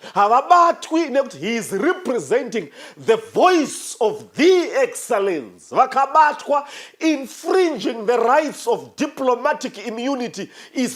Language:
Shona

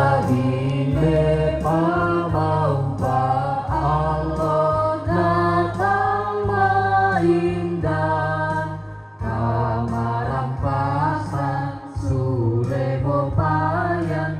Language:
Toraja-Sa'dan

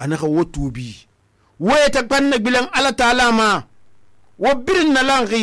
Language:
Susu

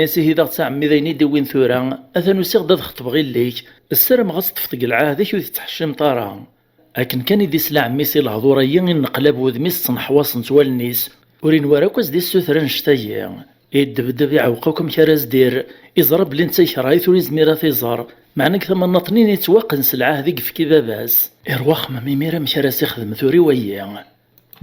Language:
Kabyle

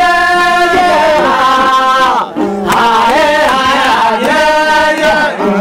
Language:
Kafa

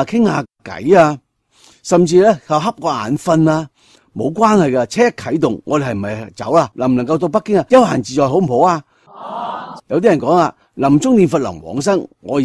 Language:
Cantonese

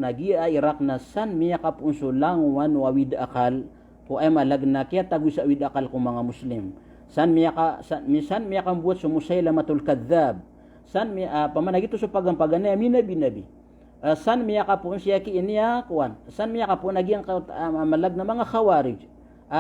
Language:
Maranao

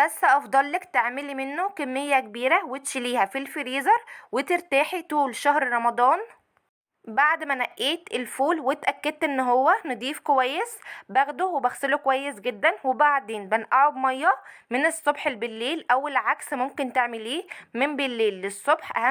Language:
Egyptian Arabic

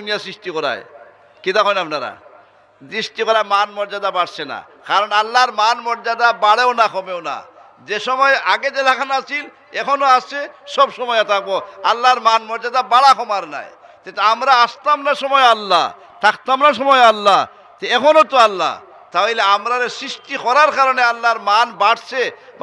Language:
Sylheti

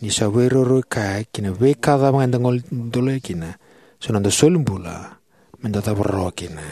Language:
Fijian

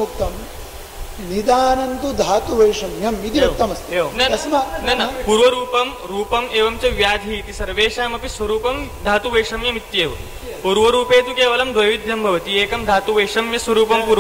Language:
Sanskrit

